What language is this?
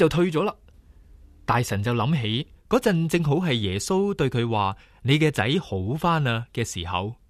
Cantonese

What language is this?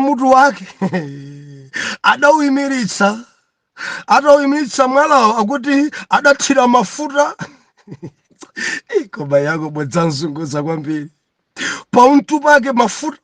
Nyanja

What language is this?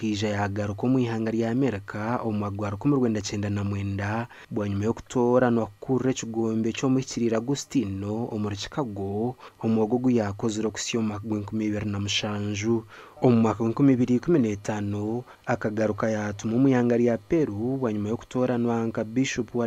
Nyankole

